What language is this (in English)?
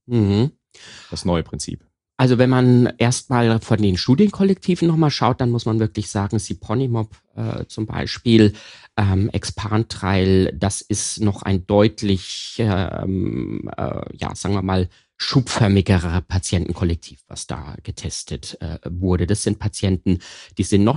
German